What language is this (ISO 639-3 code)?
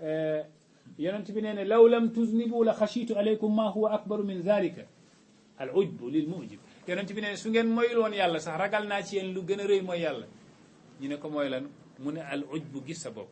wol